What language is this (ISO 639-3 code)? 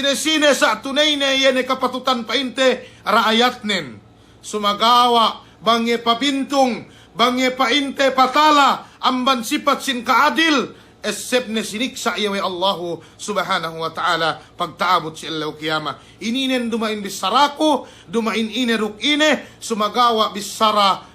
yka